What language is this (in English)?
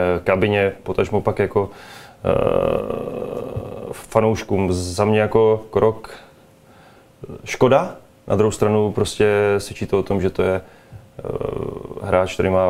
Czech